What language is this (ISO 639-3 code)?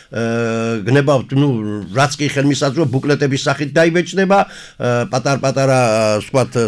kat